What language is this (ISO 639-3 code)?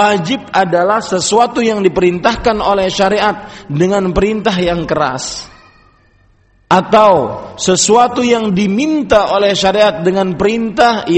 ind